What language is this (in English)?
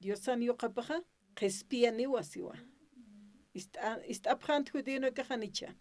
Aymara